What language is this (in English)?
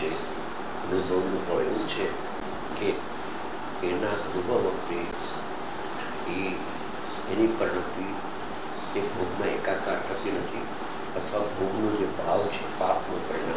Gujarati